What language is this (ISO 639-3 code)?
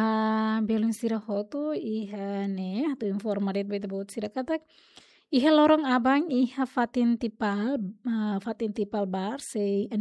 tet